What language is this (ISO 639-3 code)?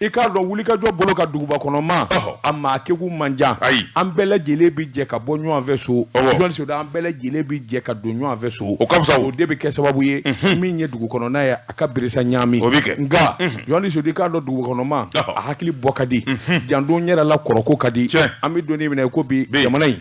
bam